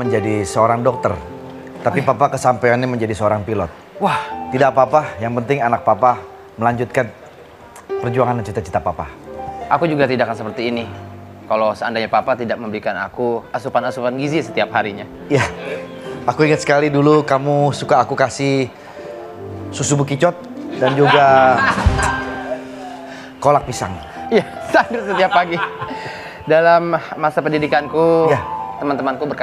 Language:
Indonesian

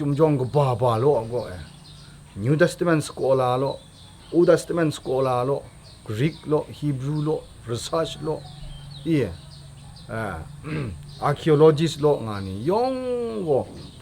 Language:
Kachin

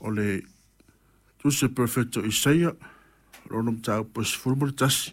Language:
Samoan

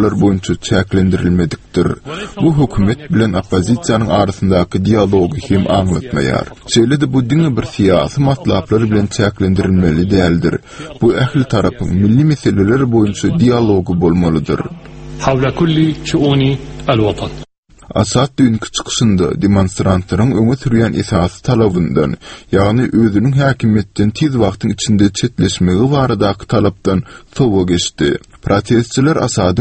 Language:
Turkmen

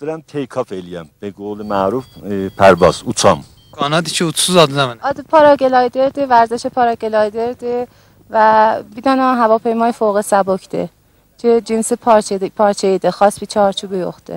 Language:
South Azerbaijani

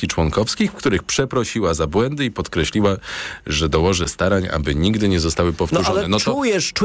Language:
Polish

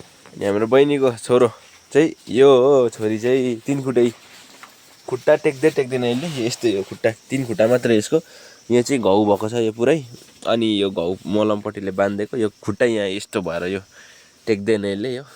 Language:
Nepali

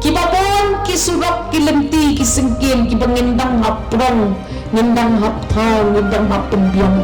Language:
Khasi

